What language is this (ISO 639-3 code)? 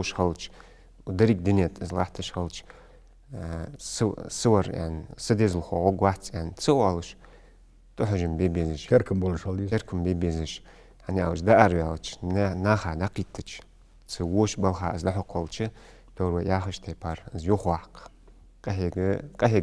inh